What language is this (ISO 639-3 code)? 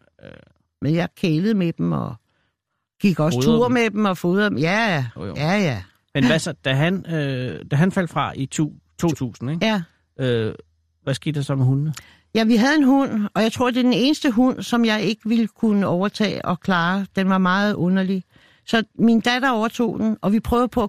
dan